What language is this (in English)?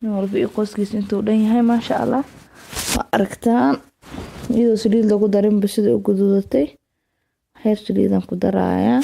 Somali